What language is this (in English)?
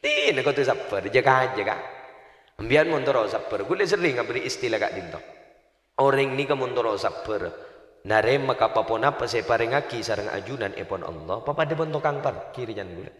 Madurese